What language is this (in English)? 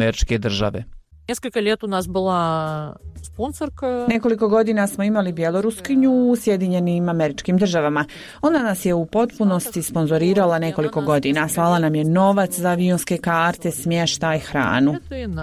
Bosnian